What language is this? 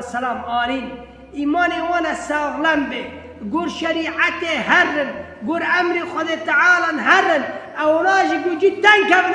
Kurdish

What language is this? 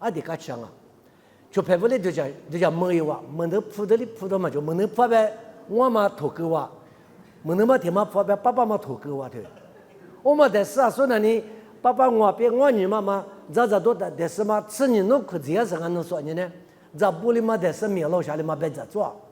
Lisu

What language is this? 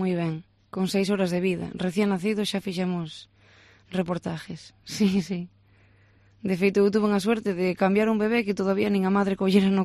Galician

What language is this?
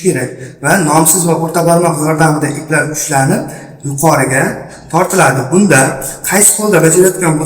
Uzbek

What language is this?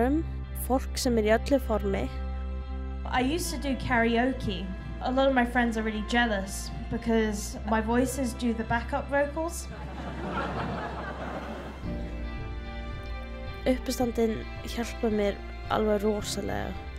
Icelandic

